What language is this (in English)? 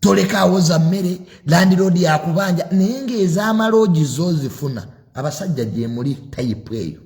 Ganda